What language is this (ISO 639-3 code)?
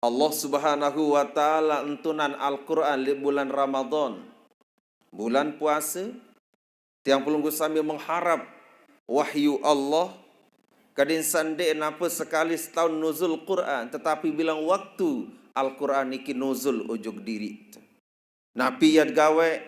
sas